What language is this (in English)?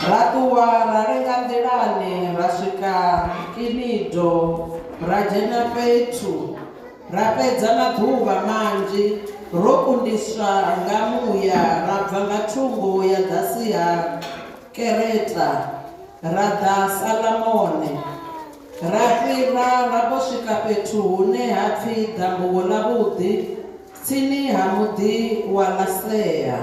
Venda